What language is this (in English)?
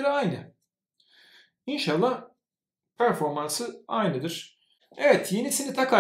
Turkish